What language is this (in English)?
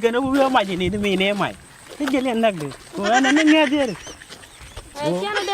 Nuer